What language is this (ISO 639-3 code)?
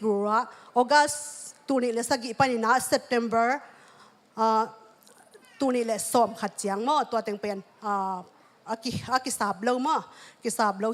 ctd